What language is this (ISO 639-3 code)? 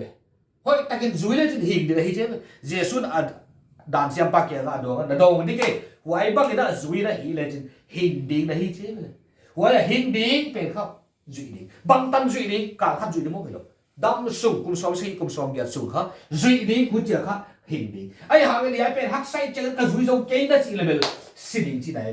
pck